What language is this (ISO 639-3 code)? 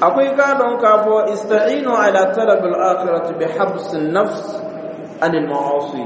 dyu